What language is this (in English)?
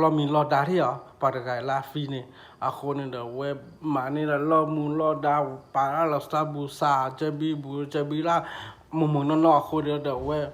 S'gaw Karen